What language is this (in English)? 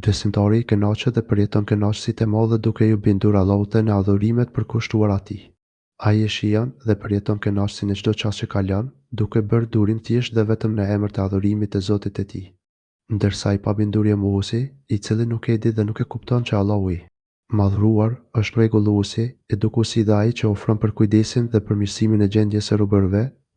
Albanian